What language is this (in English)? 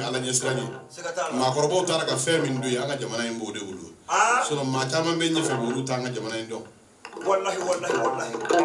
Bambara